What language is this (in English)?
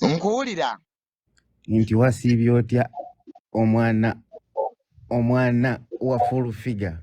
Ganda